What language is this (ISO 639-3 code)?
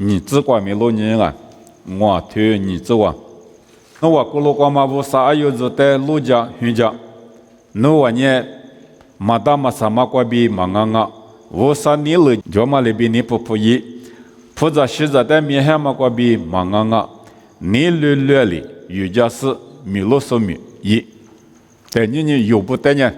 lis